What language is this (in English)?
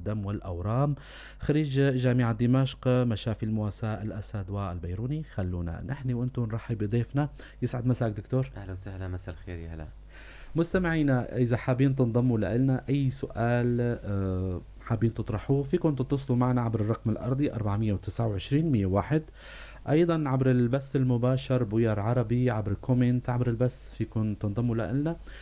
North Levantine Arabic